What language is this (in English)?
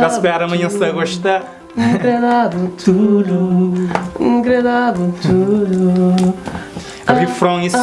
Kabuverdianu